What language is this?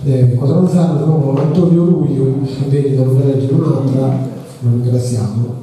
Sardinian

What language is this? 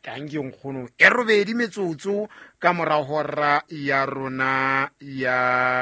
Southern Sotho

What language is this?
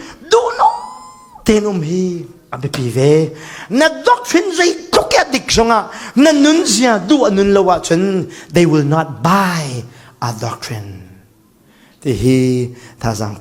Falam Chin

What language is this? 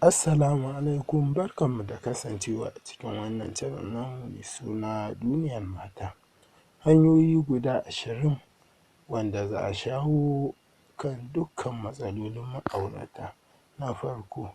Hausa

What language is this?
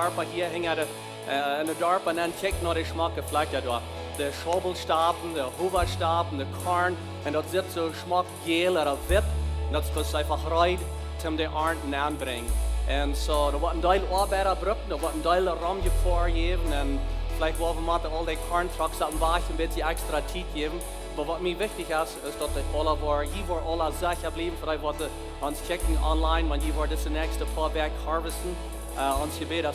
Plautdietsch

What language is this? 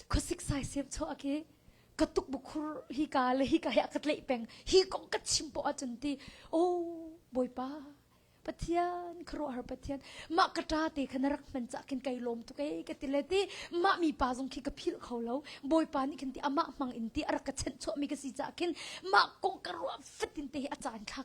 Hakha Chin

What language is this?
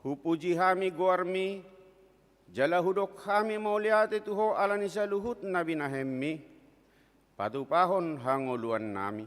Batak Toba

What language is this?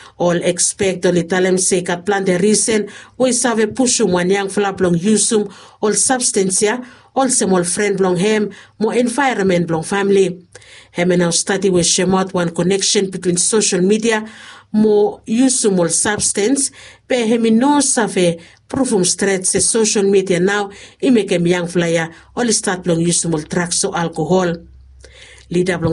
Bislama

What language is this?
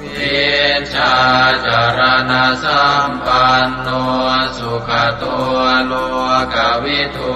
Pali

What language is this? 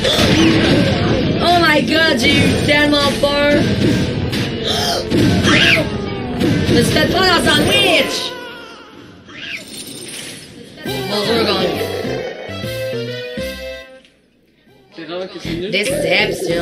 French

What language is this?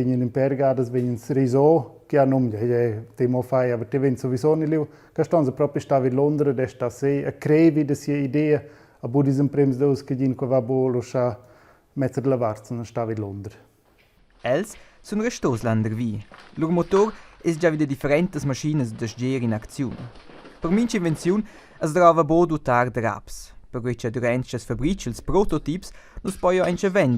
Romansh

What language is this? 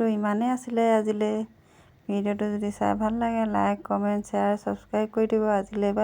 Assamese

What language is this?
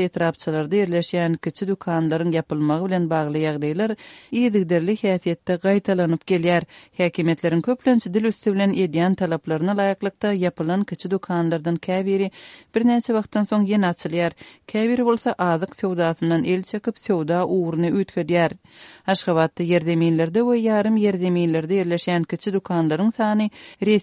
Turkmen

